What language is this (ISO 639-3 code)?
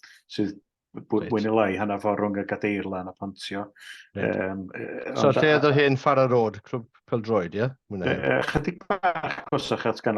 cym